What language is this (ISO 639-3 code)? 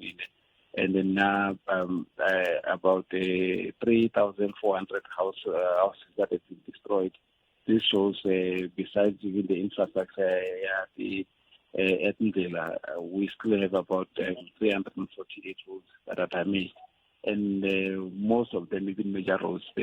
tso